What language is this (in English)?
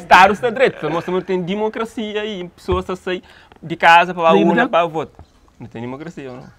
Kabuverdianu